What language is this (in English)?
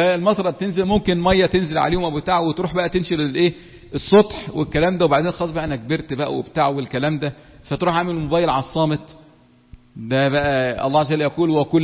Egyptian Arabic